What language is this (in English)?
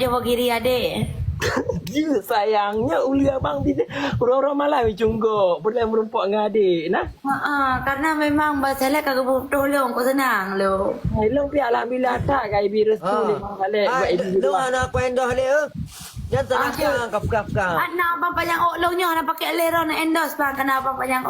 Achinese